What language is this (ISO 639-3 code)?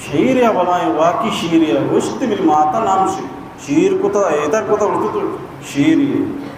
bal